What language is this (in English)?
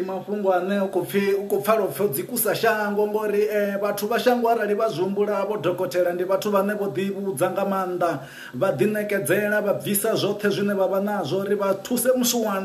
Venda